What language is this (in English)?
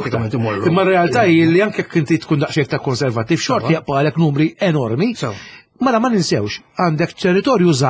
Maltese